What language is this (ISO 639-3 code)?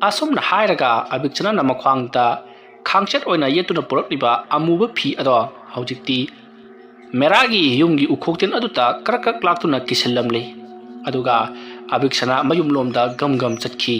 mni